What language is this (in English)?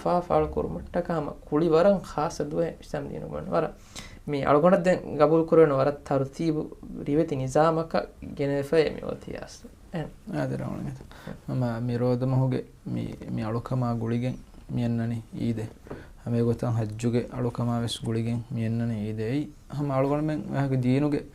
Divehi